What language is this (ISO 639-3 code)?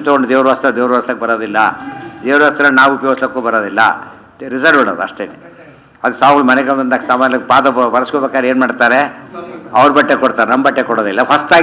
kan